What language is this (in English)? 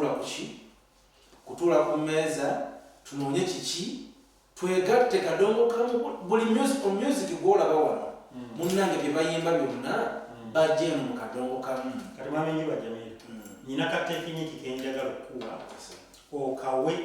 Ganda